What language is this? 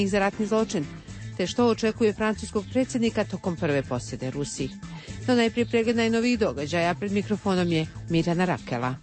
Croatian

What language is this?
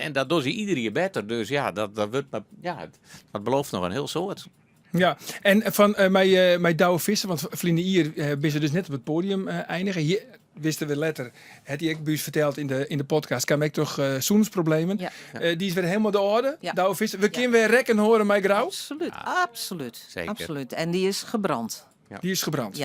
Western Frisian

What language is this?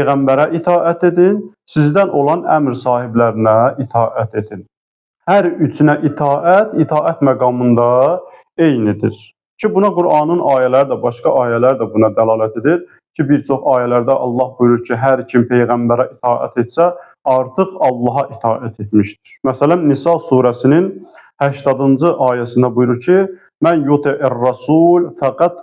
Azerbaijani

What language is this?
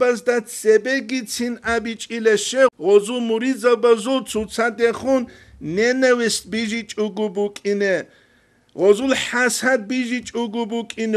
Avaric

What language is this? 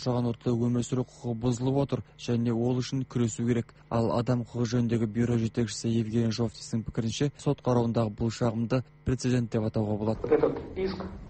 Kazakh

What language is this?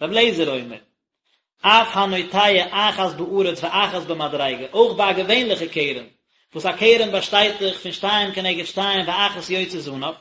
Yiddish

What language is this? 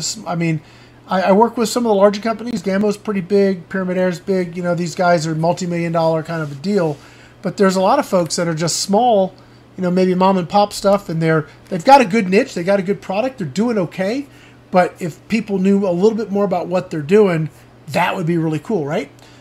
English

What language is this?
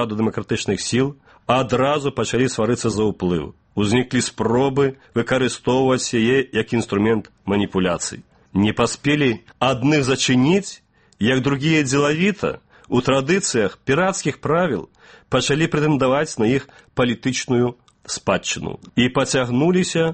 Belarusian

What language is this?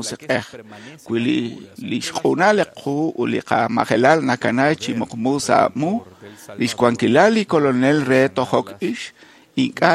Kekchí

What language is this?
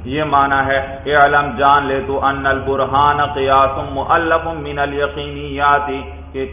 Urdu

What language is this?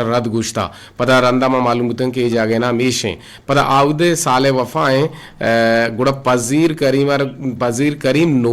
Eastern Balochi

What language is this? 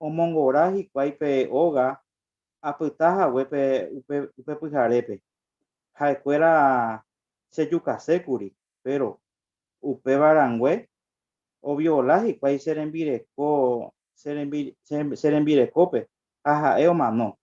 Guarani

